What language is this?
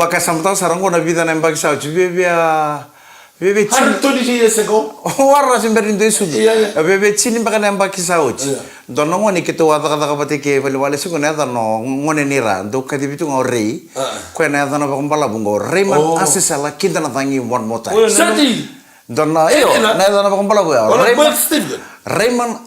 Fijian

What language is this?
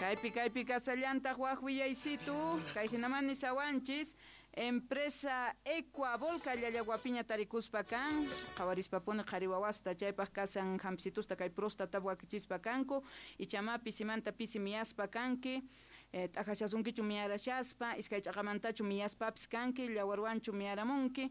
South Bolivian Quechua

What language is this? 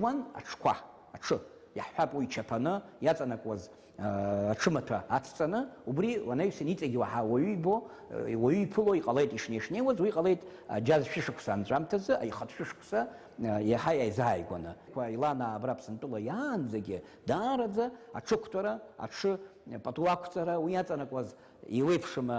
Abkhazian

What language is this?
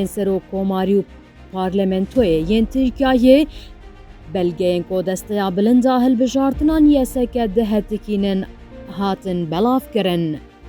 Kurdish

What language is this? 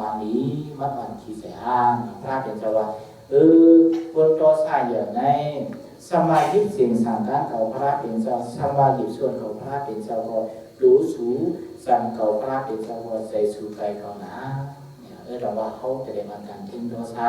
Shan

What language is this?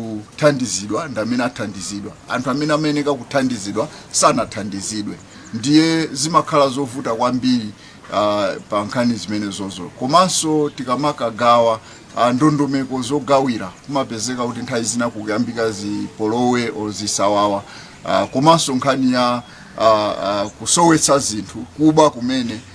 Nyanja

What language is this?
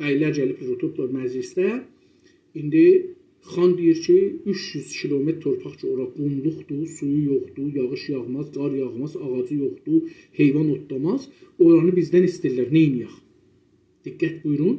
South Azerbaijani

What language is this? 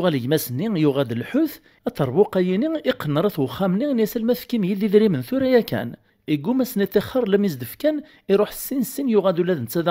Kabyle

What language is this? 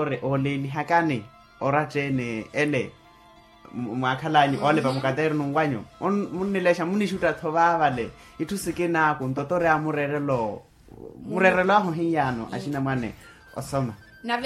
Makhuwa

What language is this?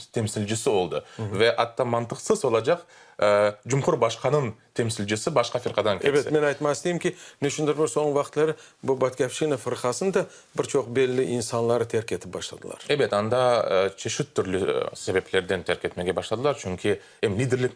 Crimean Tatar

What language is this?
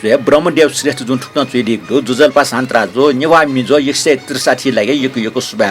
Newari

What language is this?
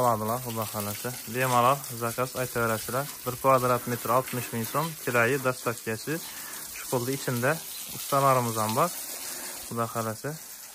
Uzbek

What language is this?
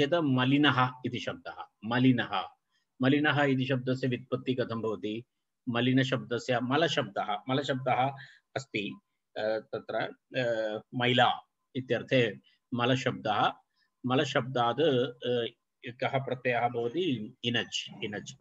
Sanskrit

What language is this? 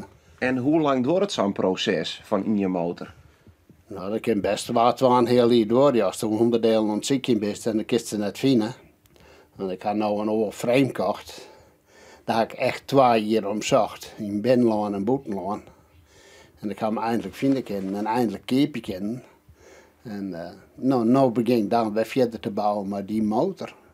Western Frisian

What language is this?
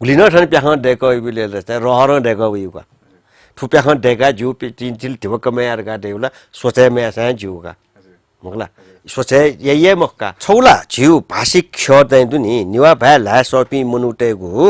Newari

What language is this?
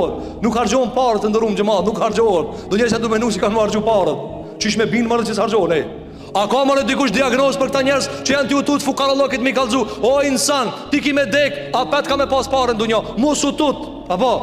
Albanian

